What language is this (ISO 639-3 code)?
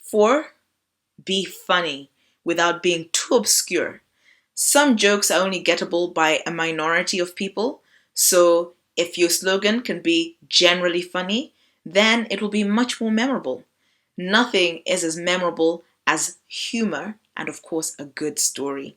eng